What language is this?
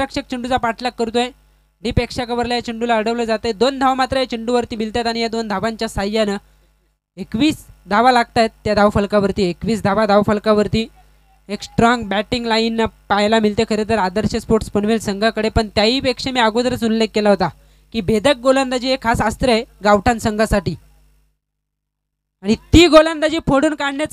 Marathi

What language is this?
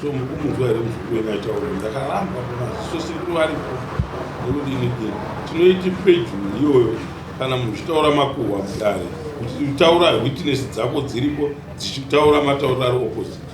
Shona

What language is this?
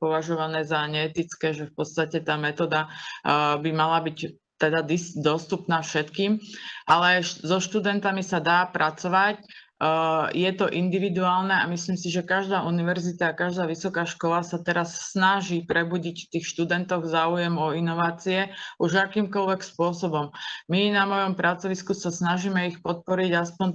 Slovak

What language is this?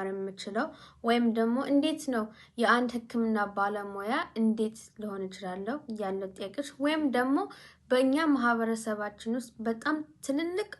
Amharic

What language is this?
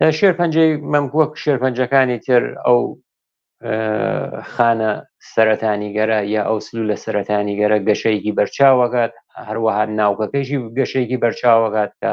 Central Kurdish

